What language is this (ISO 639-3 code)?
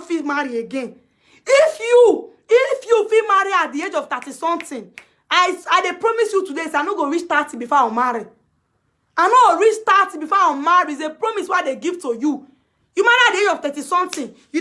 pcm